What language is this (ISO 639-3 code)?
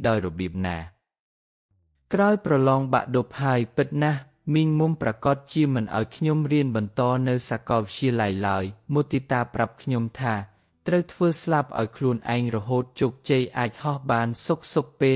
khm